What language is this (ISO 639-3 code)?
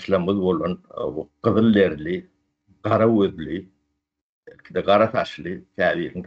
tuk